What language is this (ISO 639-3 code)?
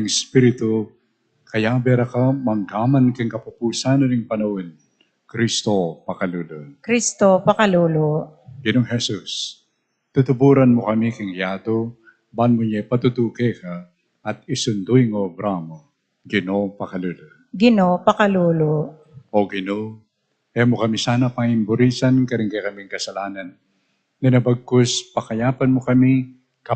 pam